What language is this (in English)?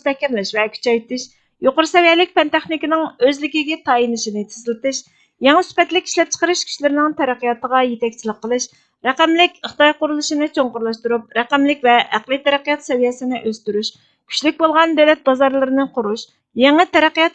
Uyghur